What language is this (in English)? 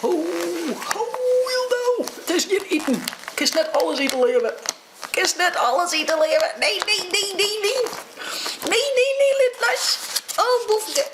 Western Frisian